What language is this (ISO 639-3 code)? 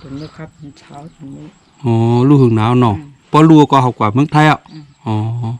shn